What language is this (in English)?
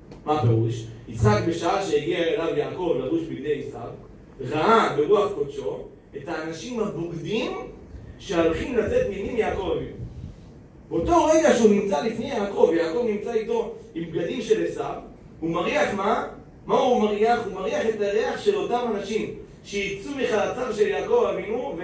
Hebrew